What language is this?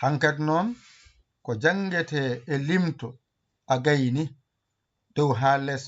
Fula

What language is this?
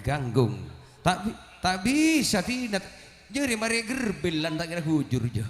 Madurese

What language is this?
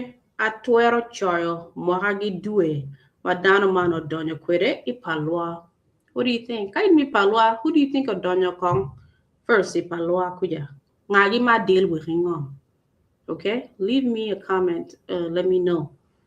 Acoli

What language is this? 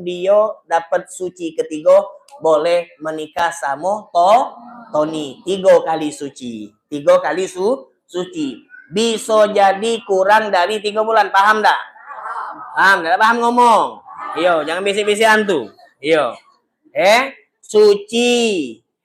Musi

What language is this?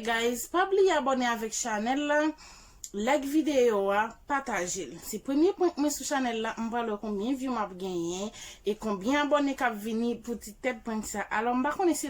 Haitian Creole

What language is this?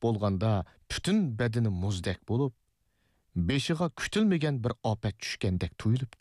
Uyghur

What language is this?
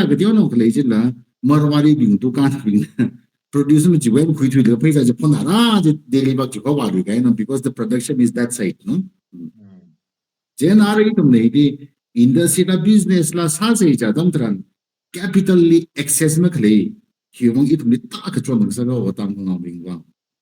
Tangkhul Naga (India)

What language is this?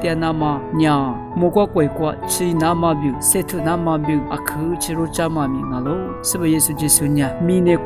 Lisu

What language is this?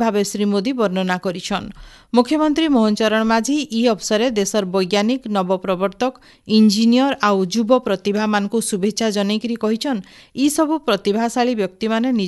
Odia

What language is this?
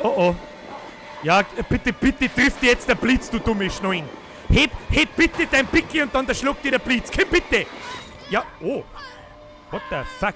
Bavarian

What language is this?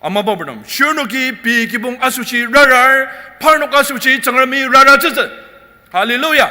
Ao Naga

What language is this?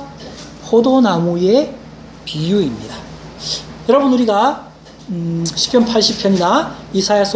Korean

